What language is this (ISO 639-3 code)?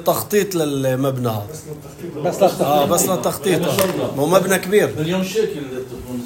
apc